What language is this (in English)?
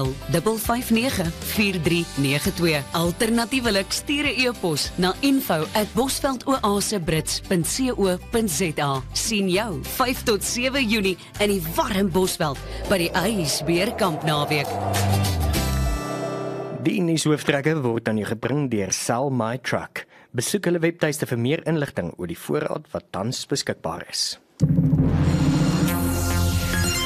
Afrikaans